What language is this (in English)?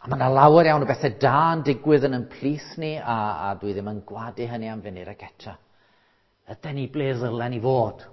Welsh